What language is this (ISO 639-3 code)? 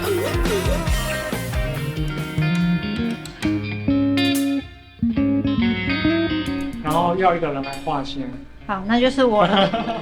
nan